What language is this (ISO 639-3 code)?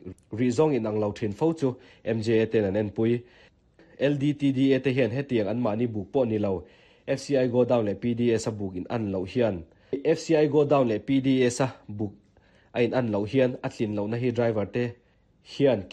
lus